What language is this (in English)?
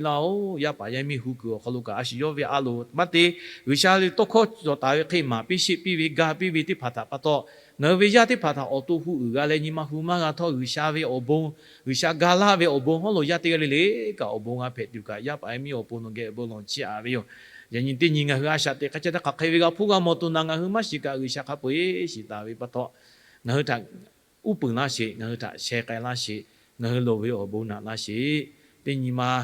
Lahu